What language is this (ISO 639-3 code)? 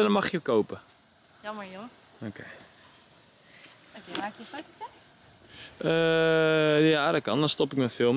nld